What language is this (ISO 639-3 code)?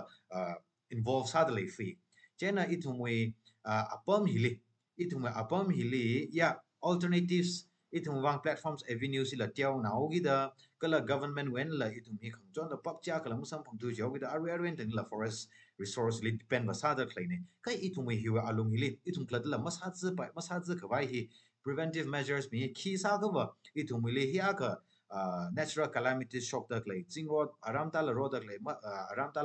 nmf